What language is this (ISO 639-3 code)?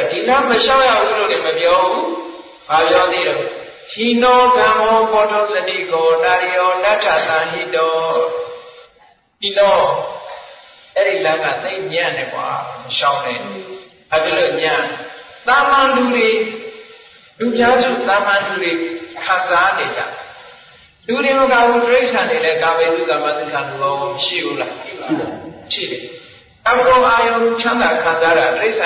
mya